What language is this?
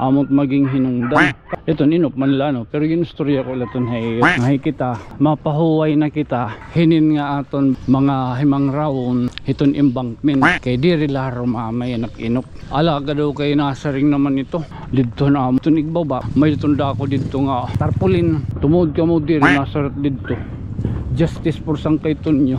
Waray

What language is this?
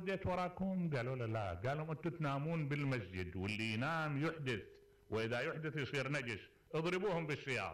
Mesopotamian Arabic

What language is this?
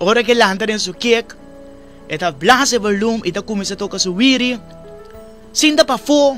Papiamento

